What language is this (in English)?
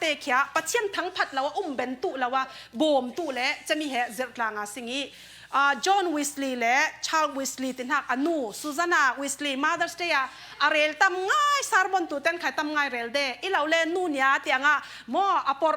Falam Chin